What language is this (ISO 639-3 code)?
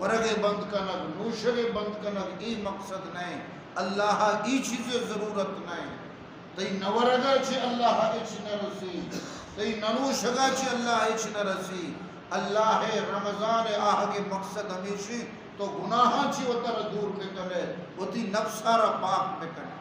bgp